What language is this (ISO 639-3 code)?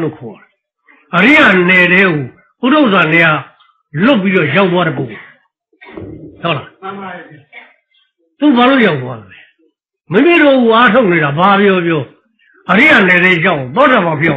mya